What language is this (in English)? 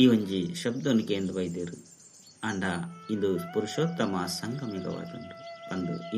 Tulu